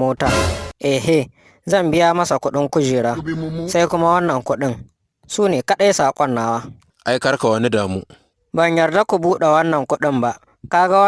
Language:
Hausa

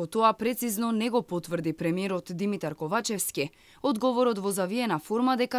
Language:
Macedonian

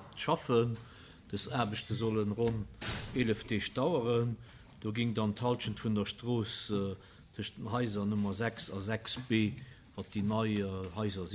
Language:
Luxembourgish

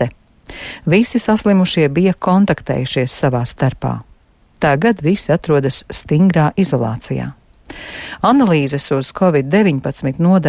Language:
Latvian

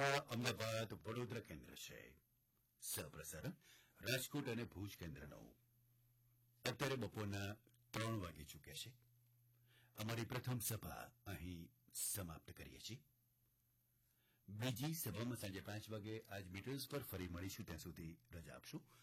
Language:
Gujarati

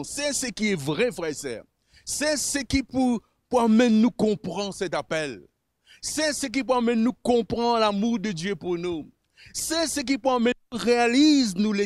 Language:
Morisyen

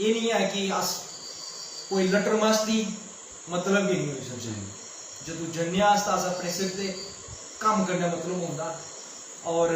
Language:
Dogri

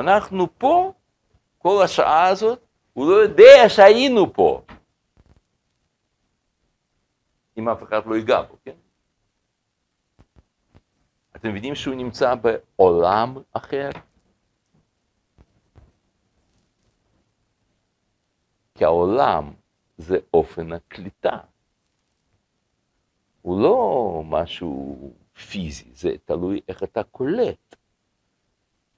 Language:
Hebrew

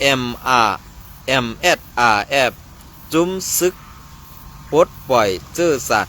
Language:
Shan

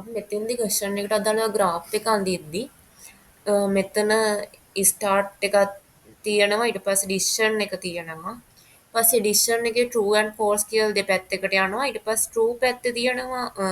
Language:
Sinhala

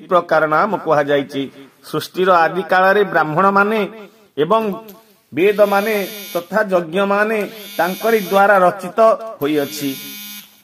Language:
Odia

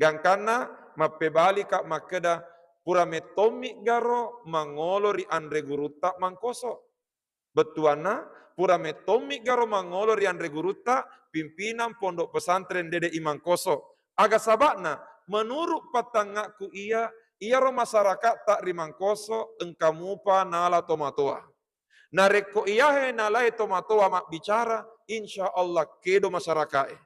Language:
Buginese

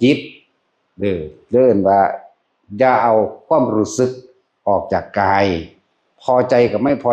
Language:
Northeastern Thai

